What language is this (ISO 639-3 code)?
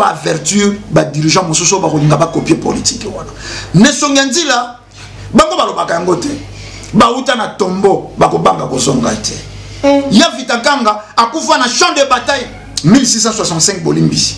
lin